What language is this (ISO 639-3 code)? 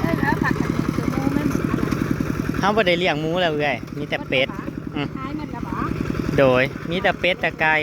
tts